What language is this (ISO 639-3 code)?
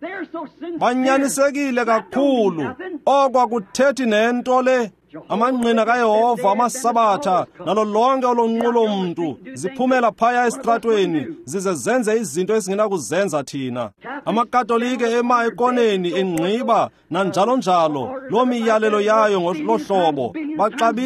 xho